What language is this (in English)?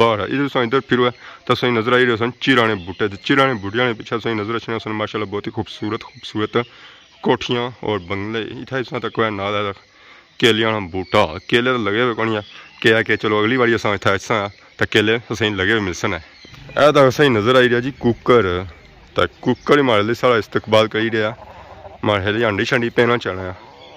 Pahari-Potwari